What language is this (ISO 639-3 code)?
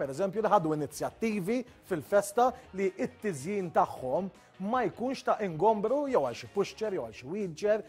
mlt